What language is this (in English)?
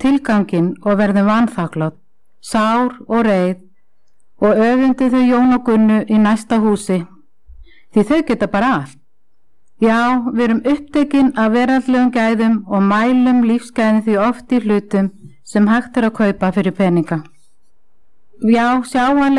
Icelandic